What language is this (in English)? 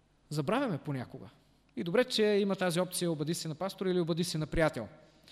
Bulgarian